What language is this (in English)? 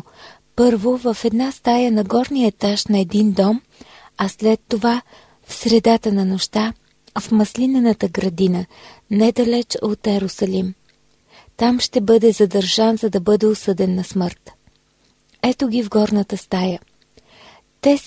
Bulgarian